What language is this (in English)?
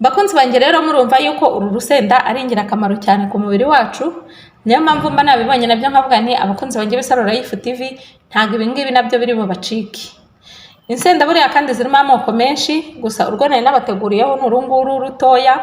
Kinyarwanda